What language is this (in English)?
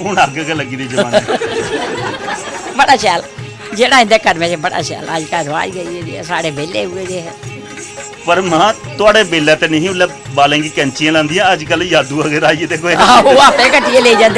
Dogri